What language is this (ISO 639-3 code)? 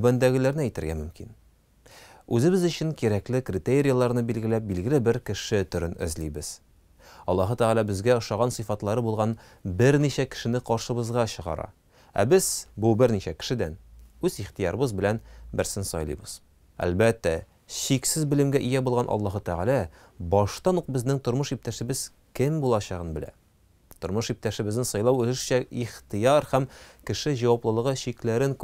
tat